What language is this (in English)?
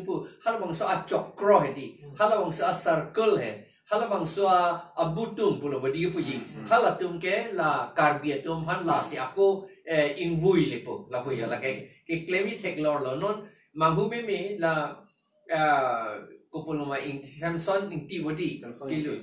Karbi